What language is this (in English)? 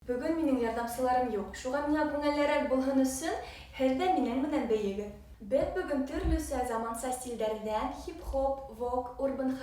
Bashkir